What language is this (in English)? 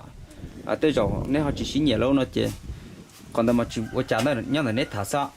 Hmong